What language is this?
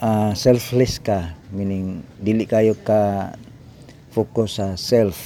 Cebuano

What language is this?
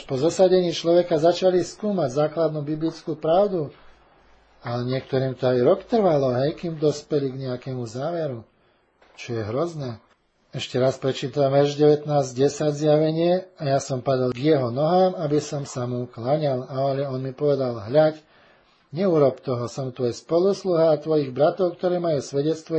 Slovak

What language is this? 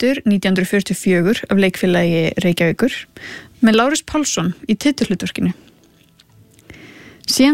Icelandic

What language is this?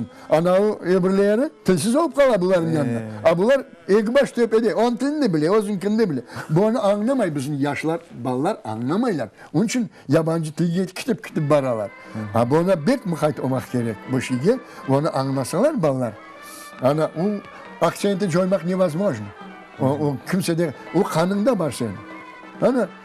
Crimean Tatar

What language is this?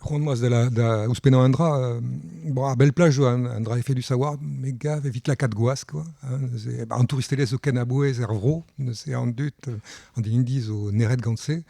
Breton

